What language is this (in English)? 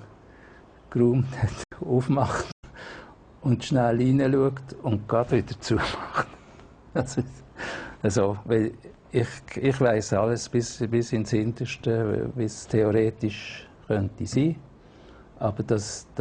Swiss German